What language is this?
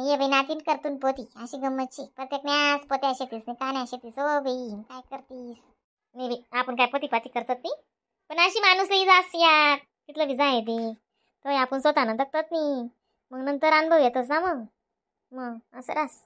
Khandesi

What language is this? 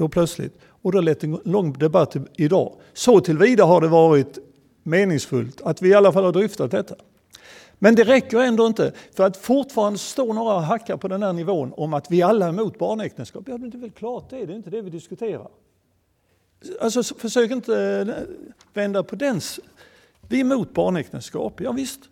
Swedish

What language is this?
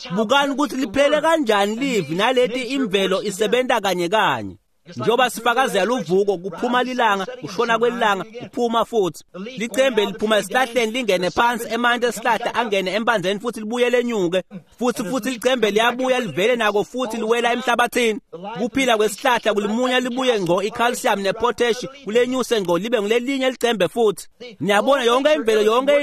Swati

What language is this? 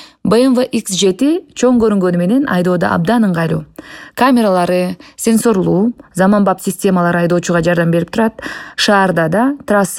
Kyrgyz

